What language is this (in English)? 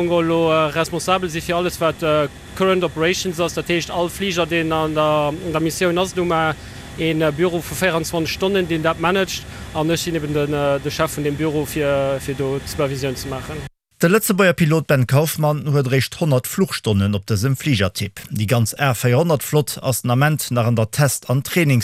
Luxembourgish